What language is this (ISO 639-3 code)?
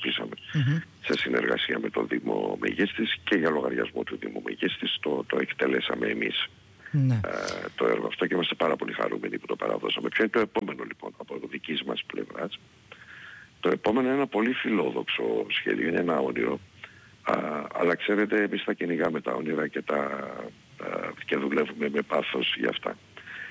ell